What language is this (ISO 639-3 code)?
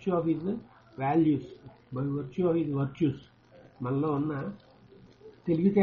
tel